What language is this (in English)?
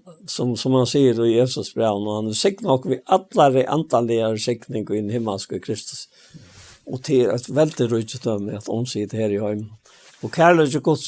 Faroese